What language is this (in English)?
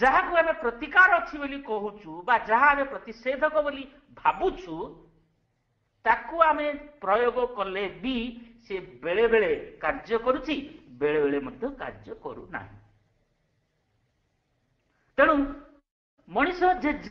Odia